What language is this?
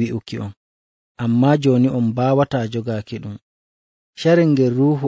Nigerian Fulfulde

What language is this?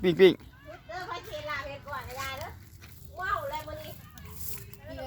Lao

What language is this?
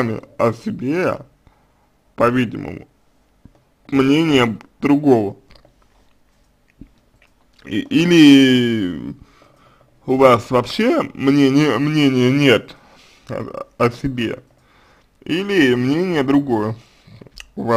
Russian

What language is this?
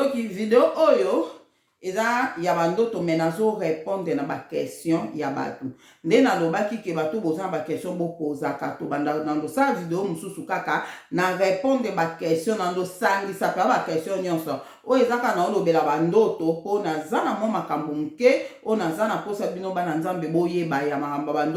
Lingala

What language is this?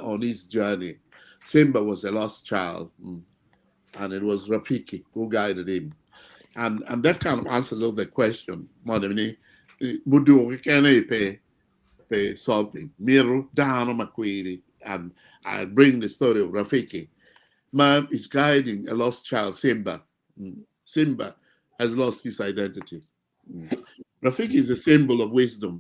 Acoli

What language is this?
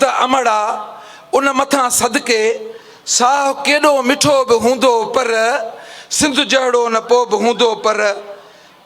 Sindhi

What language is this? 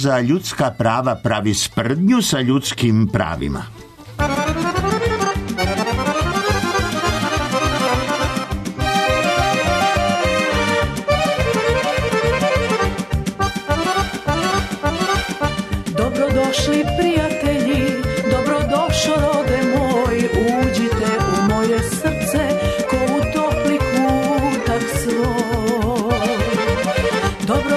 Serbian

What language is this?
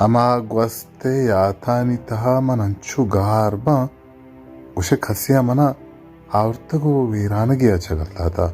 Baluchi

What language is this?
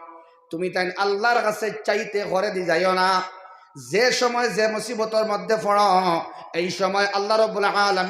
Sylheti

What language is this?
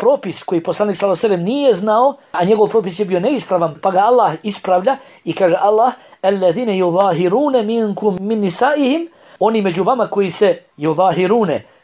Bosnian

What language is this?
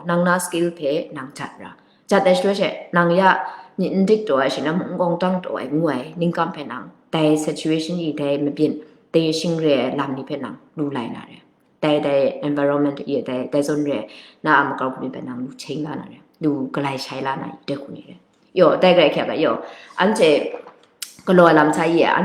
Kachin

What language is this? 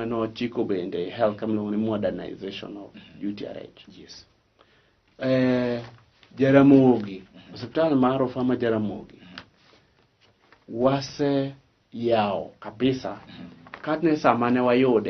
Luo (Kenya and Tanzania)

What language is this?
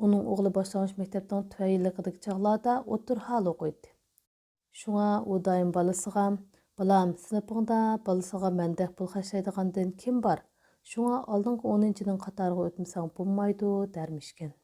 Uyghur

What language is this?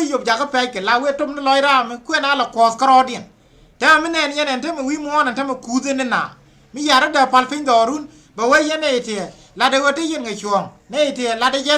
Nuer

